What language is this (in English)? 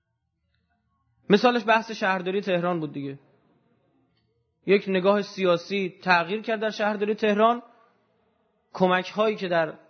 Persian